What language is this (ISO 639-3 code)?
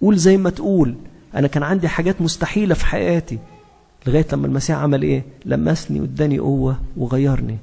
arz